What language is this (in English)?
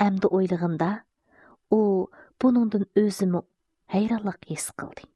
Uyghur